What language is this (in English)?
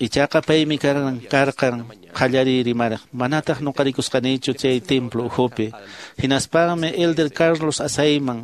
Quechua